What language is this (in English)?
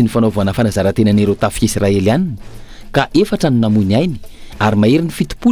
Malagasy